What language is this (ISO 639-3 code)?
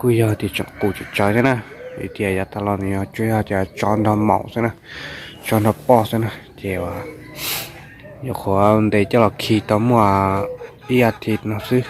hmn